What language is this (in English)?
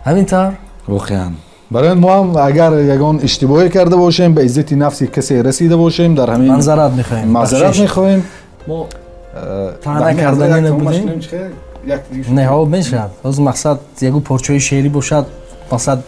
Tajik